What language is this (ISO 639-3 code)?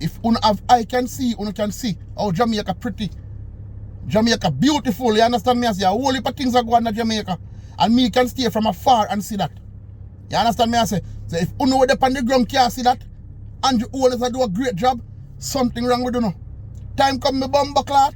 jam